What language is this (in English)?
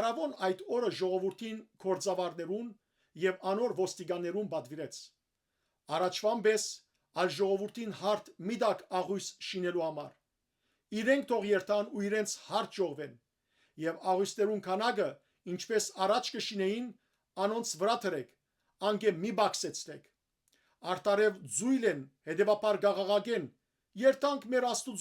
Western Armenian